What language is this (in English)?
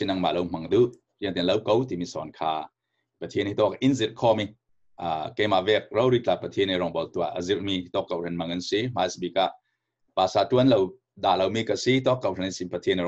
Falam Chin